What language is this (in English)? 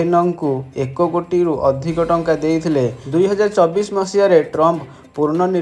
Odia